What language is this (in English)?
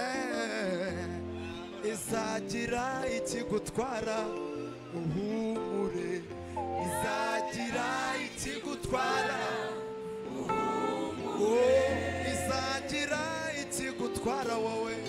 Kinyarwanda